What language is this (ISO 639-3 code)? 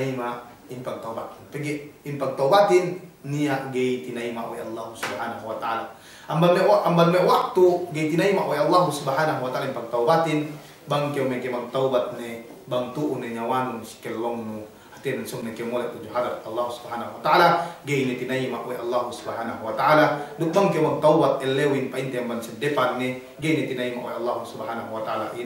yka